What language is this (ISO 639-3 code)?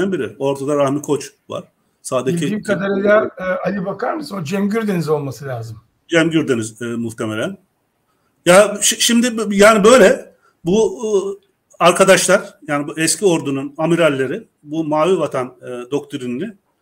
tur